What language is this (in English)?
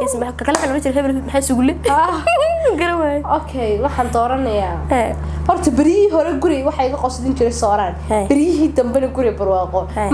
Somali